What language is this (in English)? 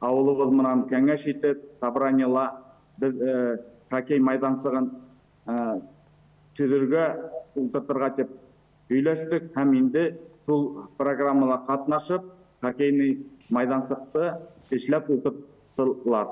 Bashkir